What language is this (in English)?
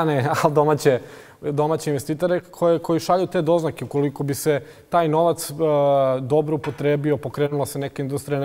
Bosnian